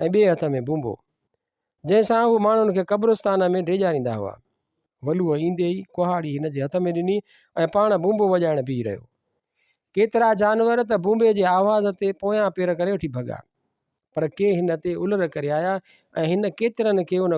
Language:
Sindhi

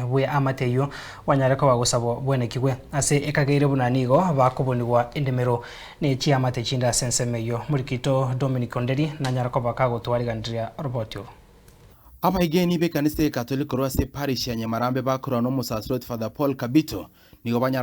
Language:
Gusii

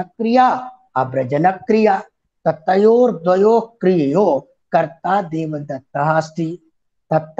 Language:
Sanskrit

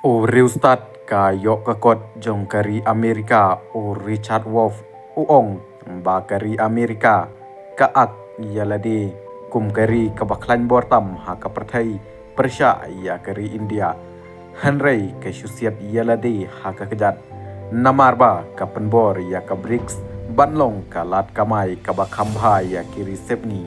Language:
Khasi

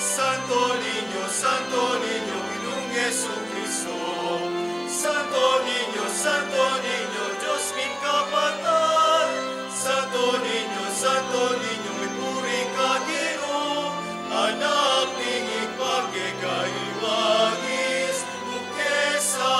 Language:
Pampanga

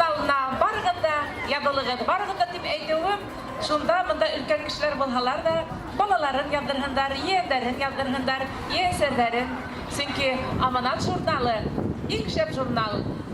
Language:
Bashkir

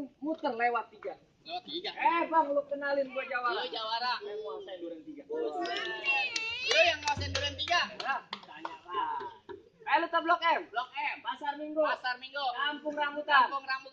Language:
Betawi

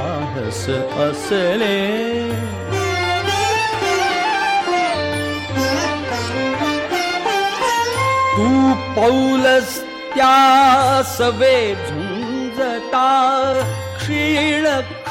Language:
Marathi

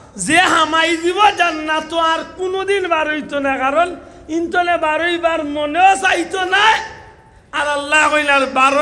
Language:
Sylheti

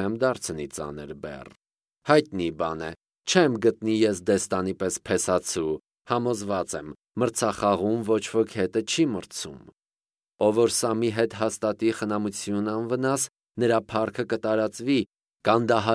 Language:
Armenian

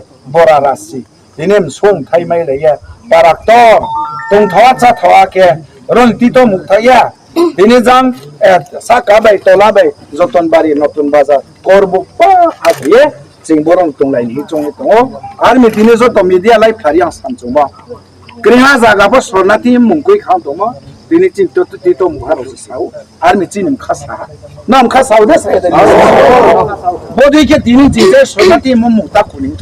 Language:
Riang (India)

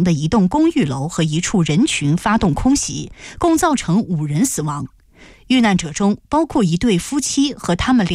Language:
Chinese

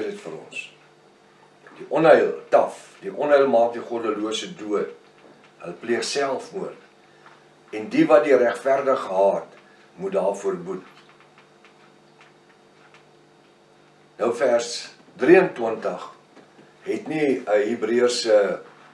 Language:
Afrikaans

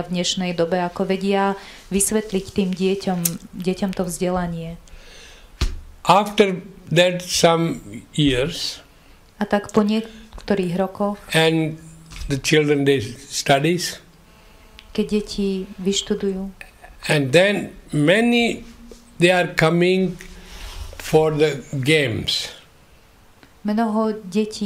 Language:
Slovak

